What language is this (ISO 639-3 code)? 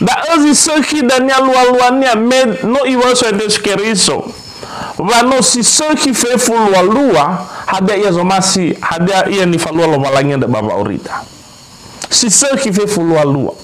nia